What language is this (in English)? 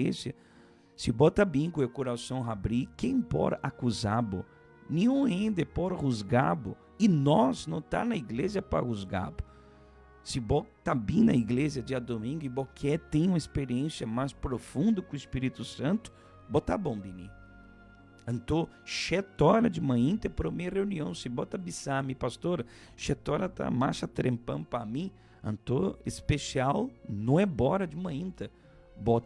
Papiamento